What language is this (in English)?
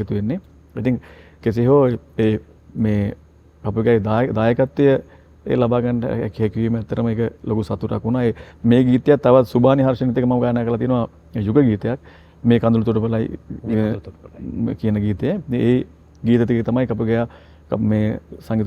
Sinhala